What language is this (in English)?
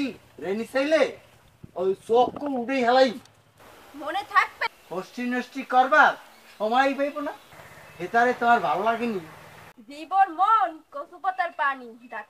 Bangla